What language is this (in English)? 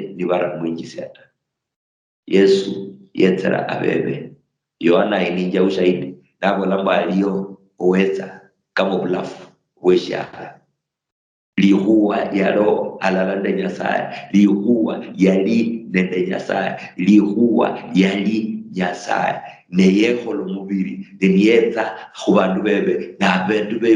Luyia